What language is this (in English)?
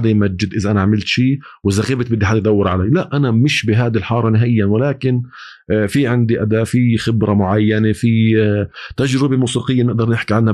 North Levantine Arabic